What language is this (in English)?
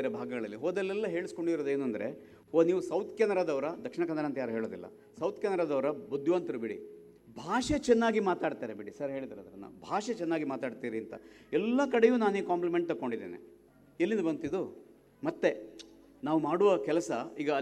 Kannada